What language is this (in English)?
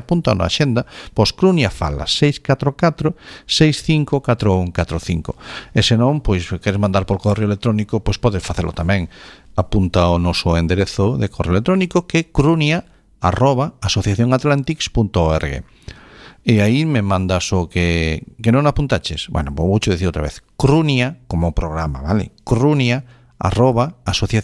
Galician